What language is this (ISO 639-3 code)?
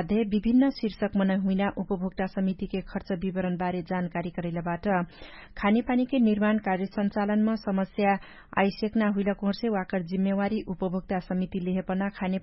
thl